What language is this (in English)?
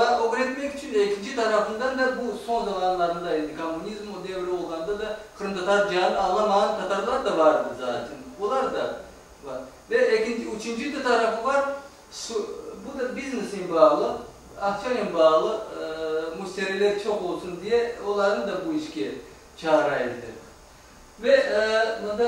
Crimean Tatar